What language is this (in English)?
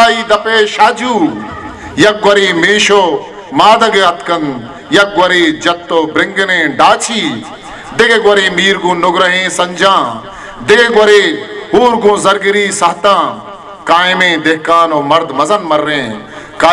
Eastern Balochi